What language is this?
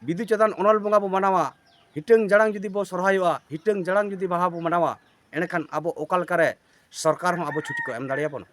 Santali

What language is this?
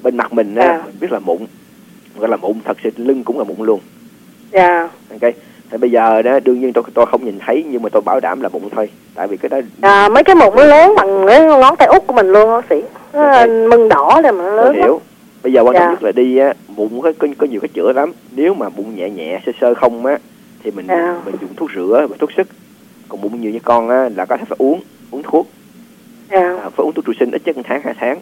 Vietnamese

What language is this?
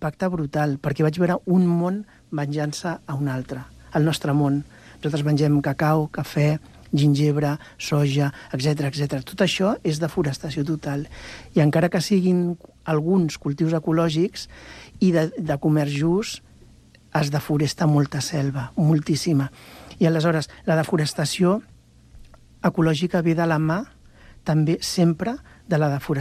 Catalan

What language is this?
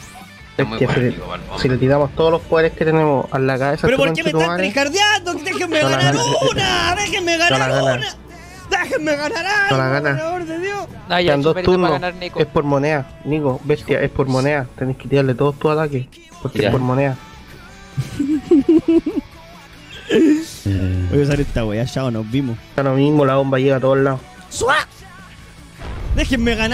Spanish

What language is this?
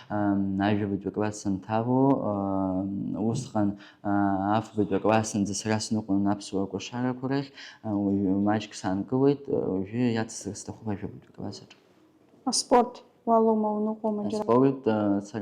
Abkhazian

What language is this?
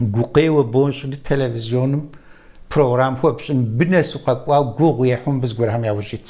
Kabardian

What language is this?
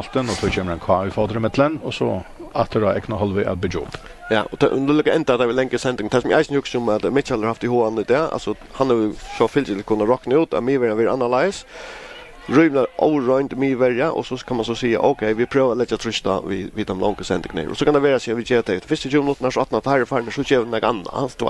Faroese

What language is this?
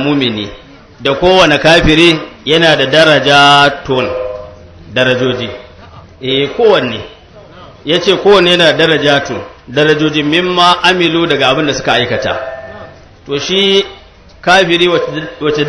Hausa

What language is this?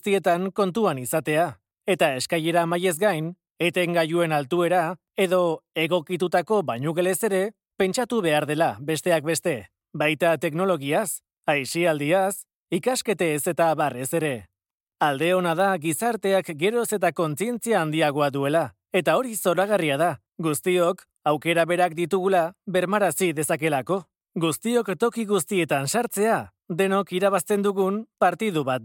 Basque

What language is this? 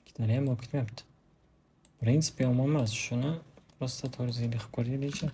Uzbek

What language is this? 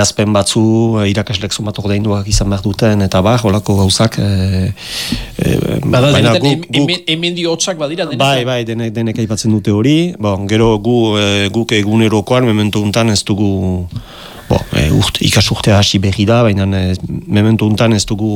Basque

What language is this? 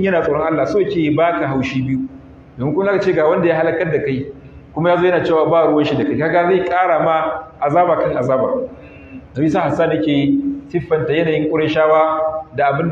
Hausa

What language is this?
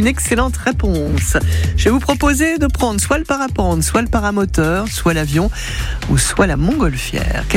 French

